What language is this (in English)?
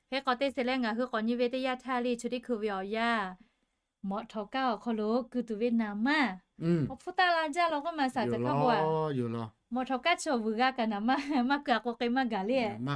Lahu